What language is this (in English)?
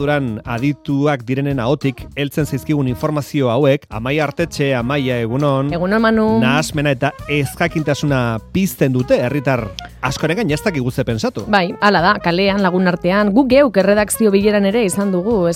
Basque